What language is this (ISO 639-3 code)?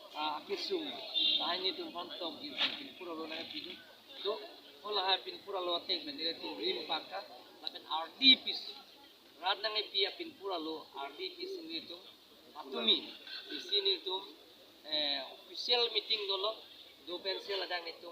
mjw